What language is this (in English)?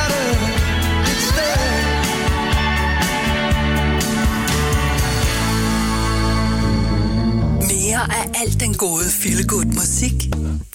Danish